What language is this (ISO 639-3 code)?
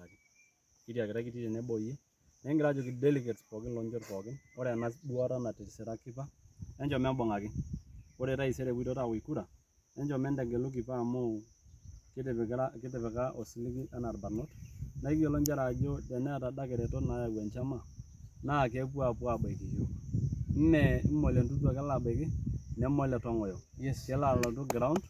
mas